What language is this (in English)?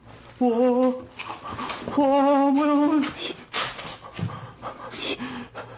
Korean